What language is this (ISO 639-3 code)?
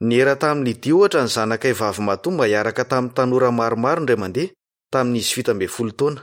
mlg